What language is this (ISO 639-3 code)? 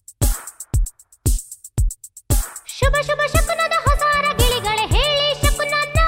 kan